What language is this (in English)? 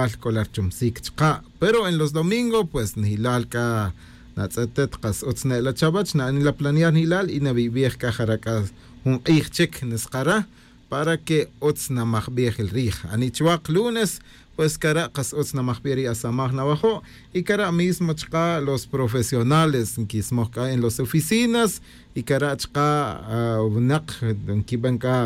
Tz'utujil